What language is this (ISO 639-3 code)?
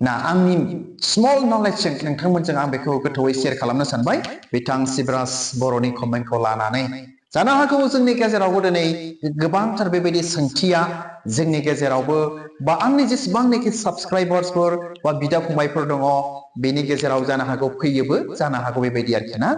brx